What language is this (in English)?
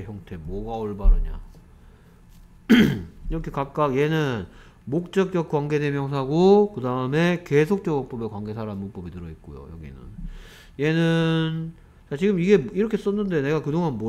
Korean